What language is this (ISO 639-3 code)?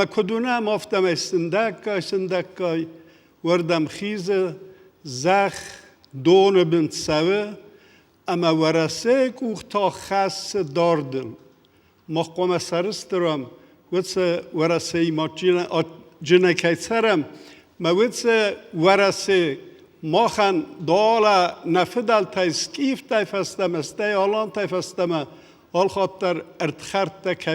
oss